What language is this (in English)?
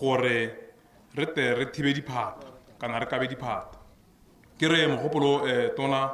Tswana